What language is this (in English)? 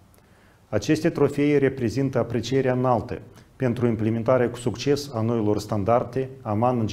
Romanian